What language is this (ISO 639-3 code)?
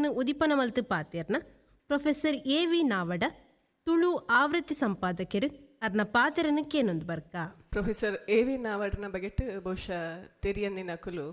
tcy